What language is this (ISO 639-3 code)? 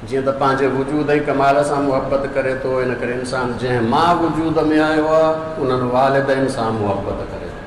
snd